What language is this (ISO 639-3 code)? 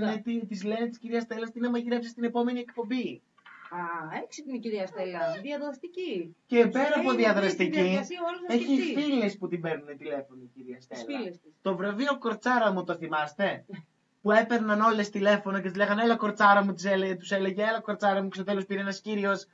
ell